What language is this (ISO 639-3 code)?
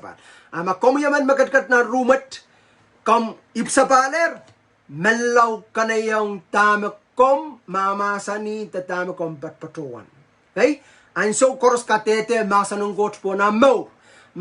pon